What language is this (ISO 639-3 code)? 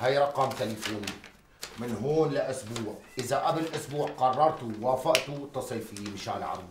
apc